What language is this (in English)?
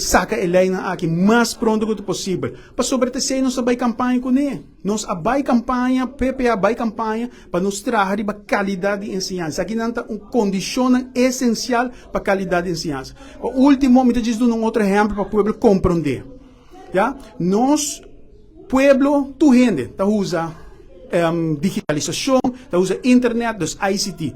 Papiamento